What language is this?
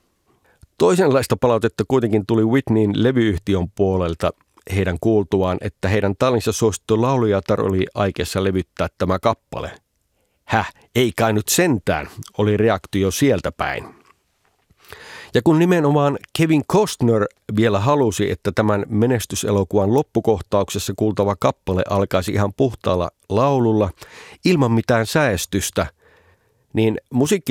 Finnish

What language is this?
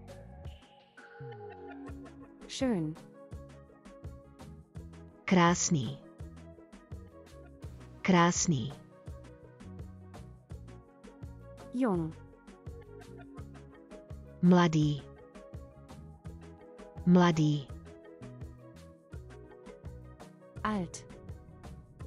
Czech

